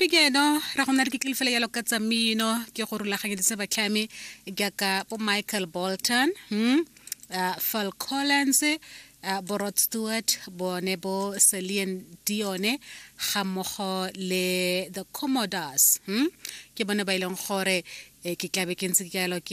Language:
Tswana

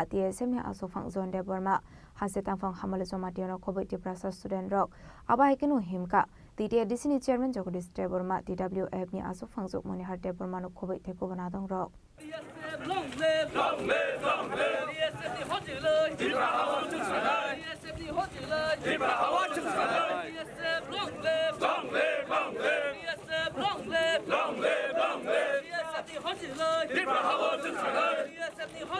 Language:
Kok Borok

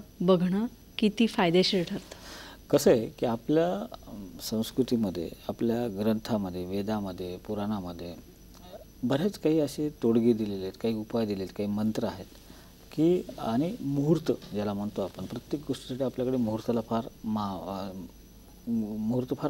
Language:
Marathi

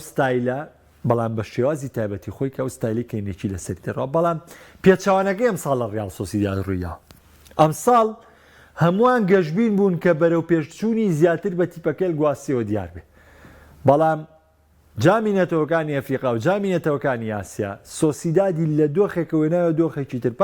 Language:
Central Kurdish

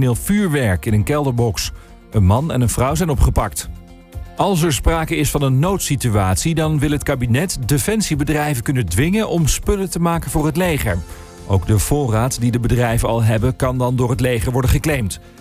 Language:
Dutch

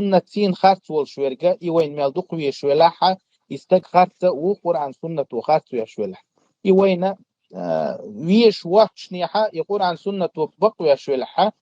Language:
Chechen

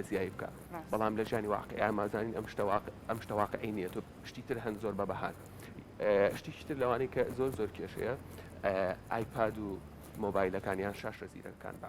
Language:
Central Kurdish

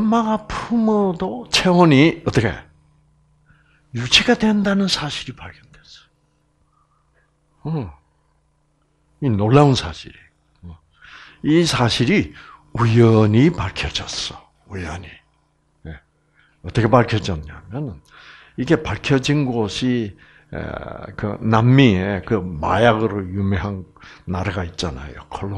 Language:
Korean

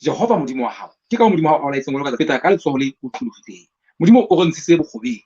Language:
Southern Sotho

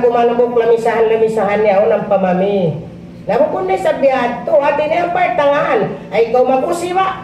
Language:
Tausug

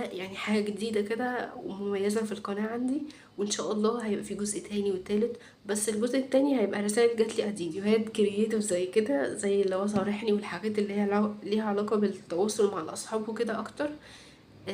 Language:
Egyptian Arabic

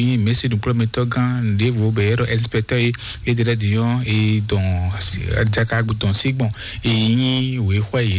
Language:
Fon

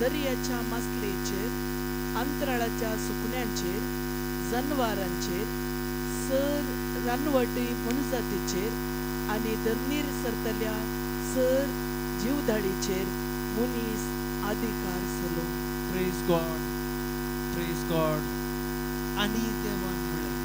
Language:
Konkani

